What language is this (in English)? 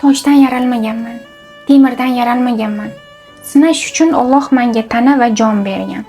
Uzbek